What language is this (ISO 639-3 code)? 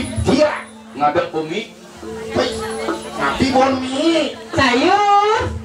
ban